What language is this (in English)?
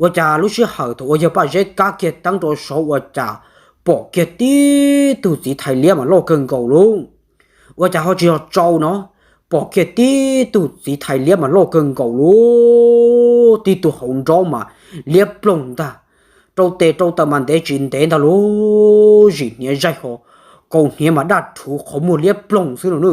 Hmong